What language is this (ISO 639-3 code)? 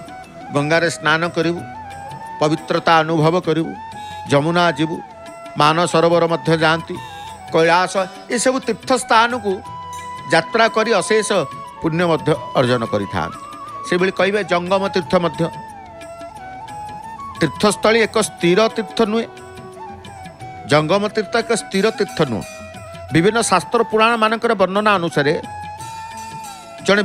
ori